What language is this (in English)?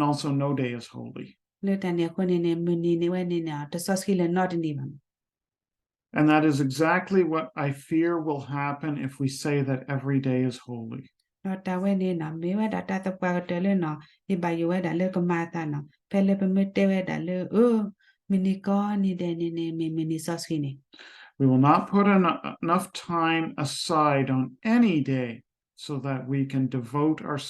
S'gaw Karen